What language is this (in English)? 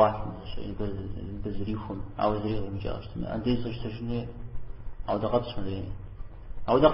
Kabardian